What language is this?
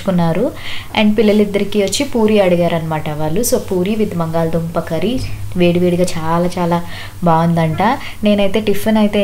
Telugu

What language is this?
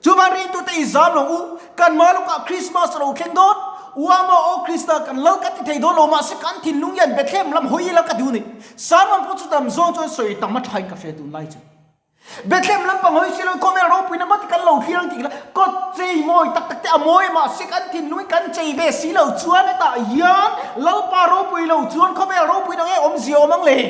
Mizo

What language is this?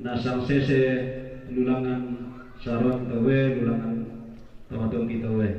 Toraja-Sa'dan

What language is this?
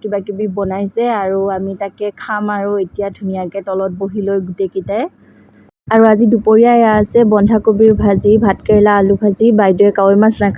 Assamese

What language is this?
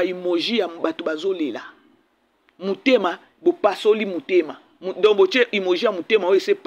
Lingala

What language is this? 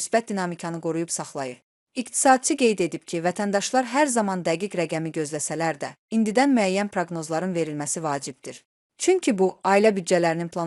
Azerbaijani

